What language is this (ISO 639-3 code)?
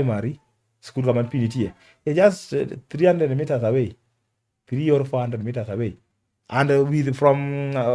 luo